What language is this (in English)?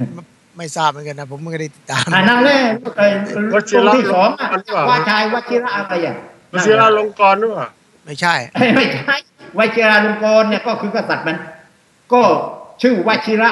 Thai